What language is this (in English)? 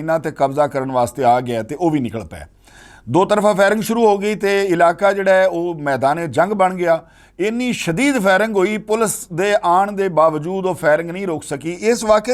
Western Panjabi